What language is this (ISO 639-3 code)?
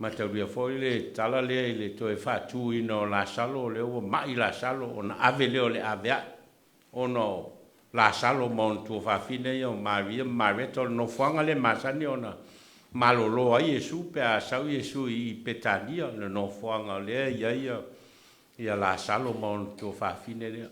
smo